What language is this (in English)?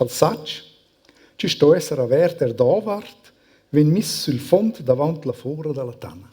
Romansh